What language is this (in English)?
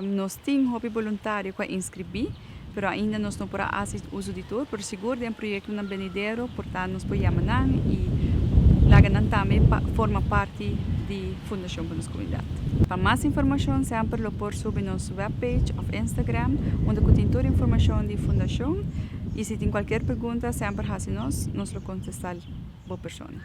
Papiamento